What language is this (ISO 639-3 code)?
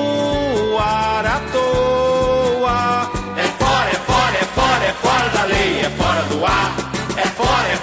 por